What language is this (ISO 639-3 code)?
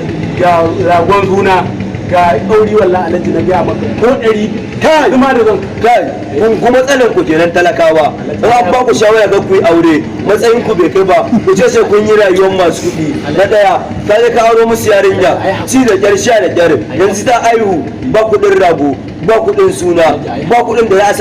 hau